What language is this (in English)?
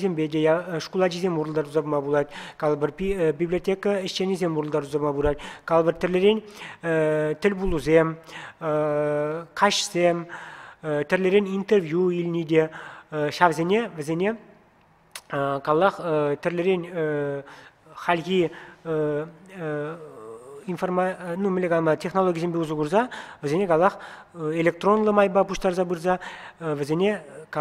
Chuvash